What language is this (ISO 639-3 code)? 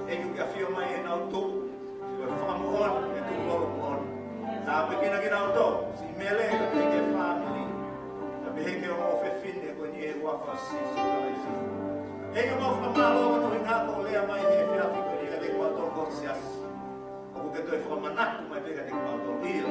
ton